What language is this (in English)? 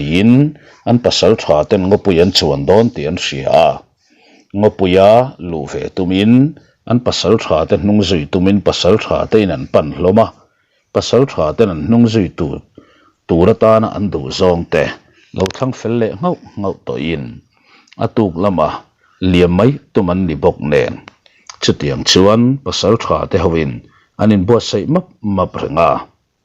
Mizo